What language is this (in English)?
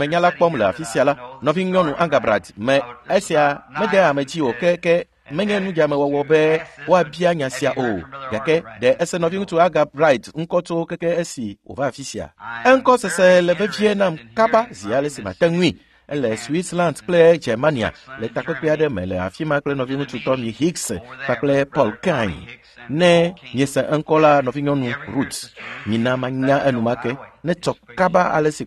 Ewe